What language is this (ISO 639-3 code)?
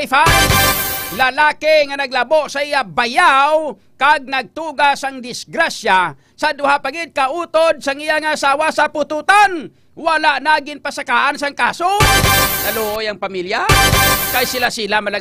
hil